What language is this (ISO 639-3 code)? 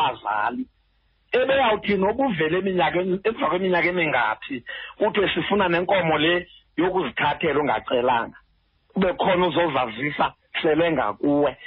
xho